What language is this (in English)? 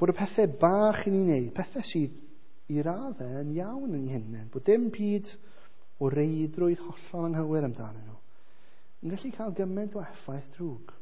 Welsh